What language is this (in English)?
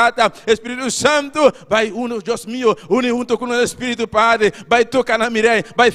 Papiamento